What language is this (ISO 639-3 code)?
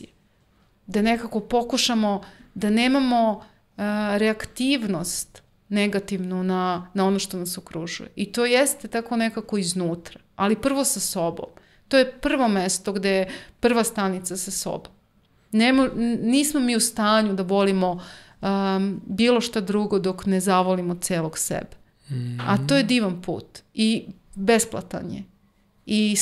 srp